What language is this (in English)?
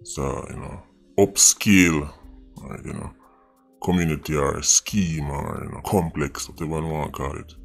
Jamaican Creole English